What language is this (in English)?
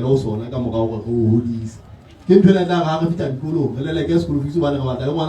Southern Sotho